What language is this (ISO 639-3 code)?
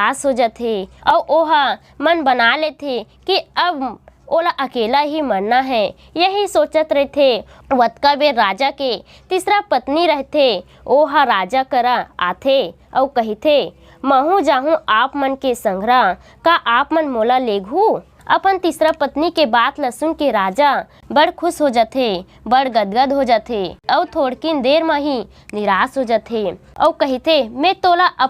hne